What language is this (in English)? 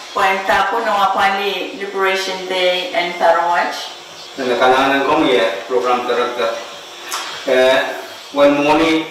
Pohnpeian